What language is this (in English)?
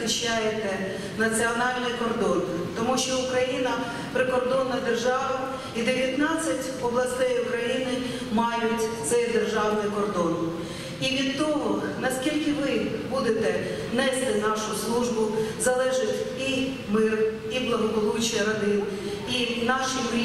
Ukrainian